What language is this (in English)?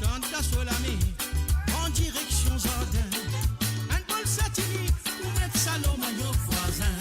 Morisyen